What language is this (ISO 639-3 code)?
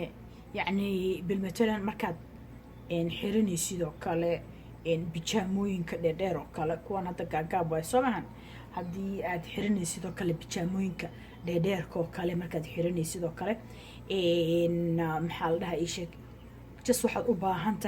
som